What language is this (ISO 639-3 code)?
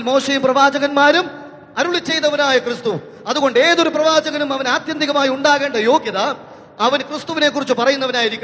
mal